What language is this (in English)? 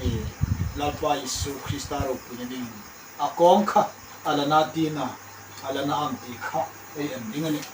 Hmar